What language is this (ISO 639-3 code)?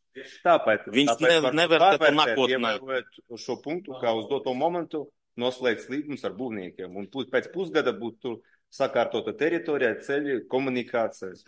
lav